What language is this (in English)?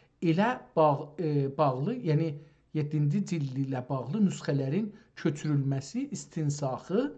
South Azerbaijani